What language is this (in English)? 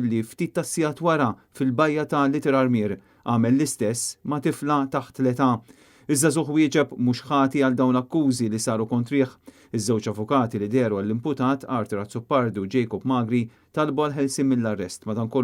Maltese